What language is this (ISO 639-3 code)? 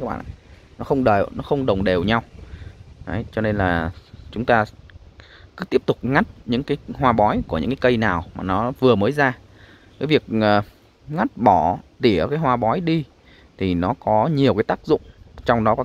vie